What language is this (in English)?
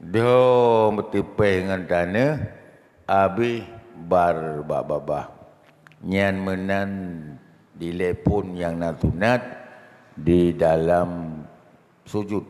Achinese